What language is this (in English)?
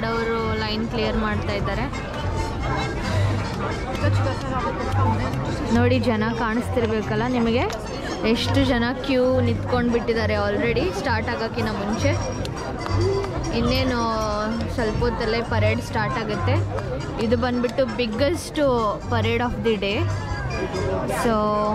Kannada